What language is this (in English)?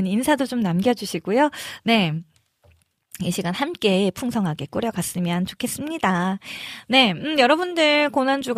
Korean